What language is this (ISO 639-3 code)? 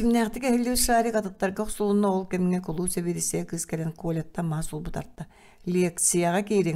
sah